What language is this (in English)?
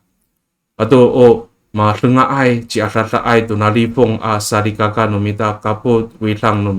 Amis